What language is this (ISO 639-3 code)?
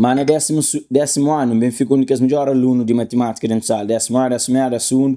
kea